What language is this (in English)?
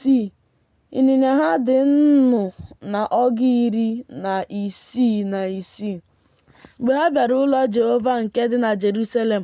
Igbo